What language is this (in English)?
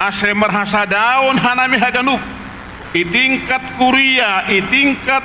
Batak Simalungun